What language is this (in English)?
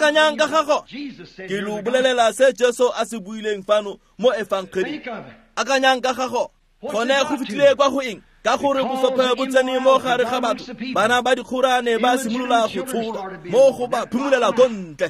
Tswana